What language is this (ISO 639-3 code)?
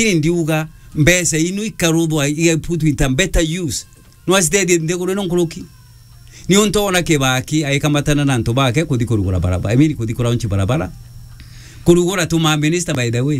mer